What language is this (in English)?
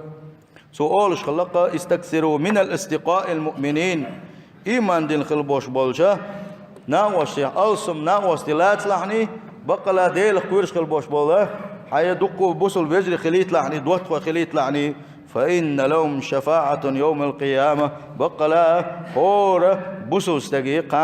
Chechen